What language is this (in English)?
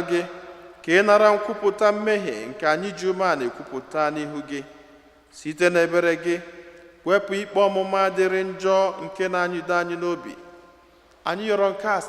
Igbo